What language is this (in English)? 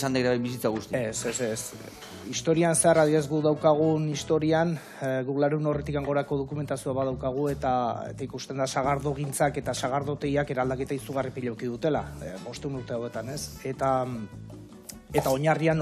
Basque